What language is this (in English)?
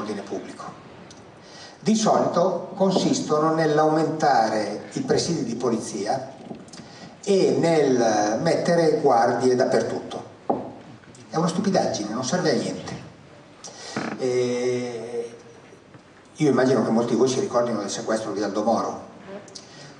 Italian